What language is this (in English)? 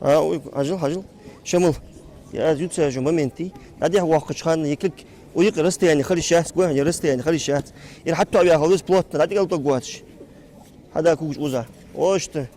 Ingush